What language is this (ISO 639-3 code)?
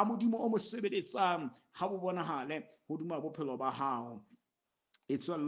sot